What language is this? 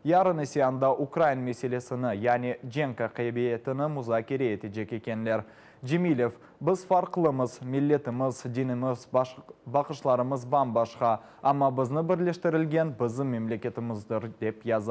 Crimean Tatar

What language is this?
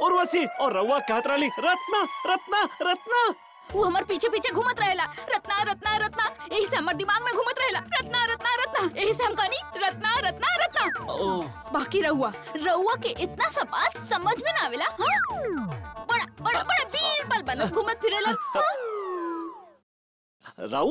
Bhojpuri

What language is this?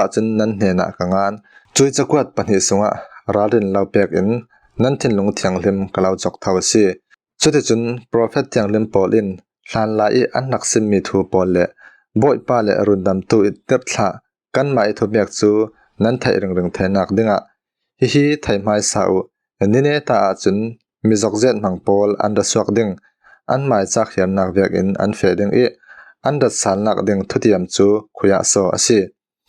Falam Chin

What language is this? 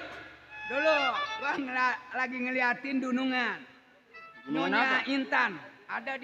Betawi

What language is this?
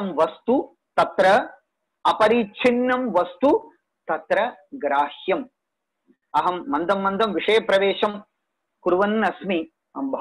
Sanskrit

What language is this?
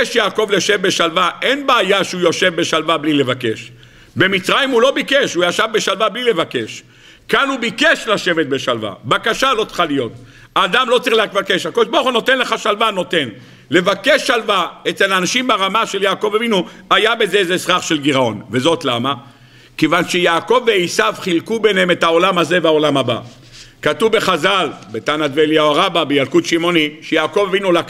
Hebrew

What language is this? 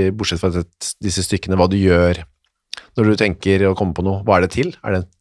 Norwegian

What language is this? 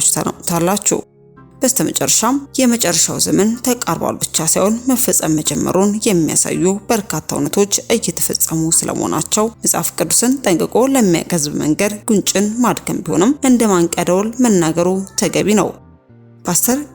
Amharic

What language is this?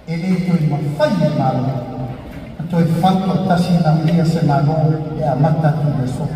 Samoan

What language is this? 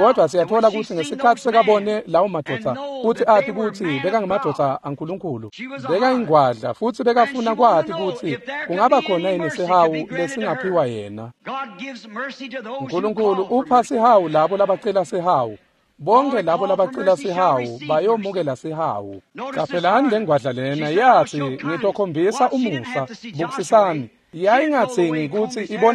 Swati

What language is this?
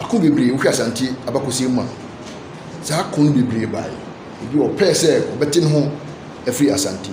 Akan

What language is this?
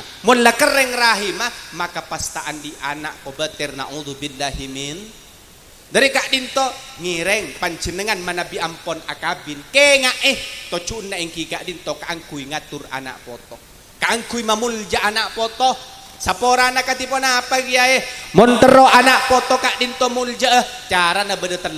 Madurese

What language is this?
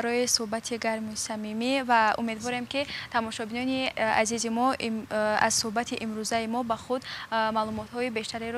Tajik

